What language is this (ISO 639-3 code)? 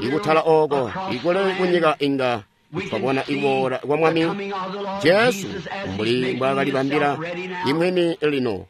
toi